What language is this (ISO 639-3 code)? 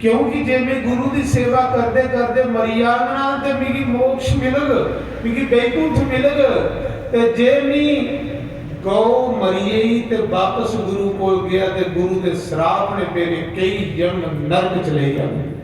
doi